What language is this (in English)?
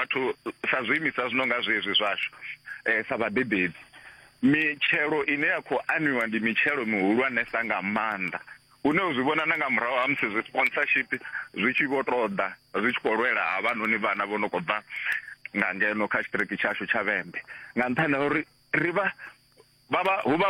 Venda